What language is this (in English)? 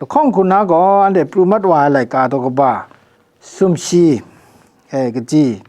Kachin